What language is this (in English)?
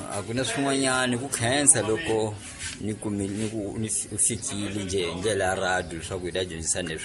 Tsonga